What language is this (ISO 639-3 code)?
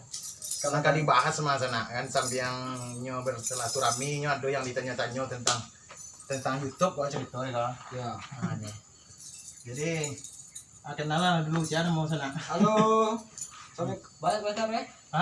min